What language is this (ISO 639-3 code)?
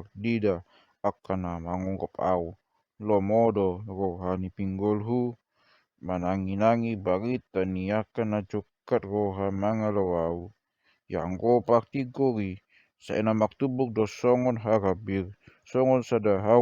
bbc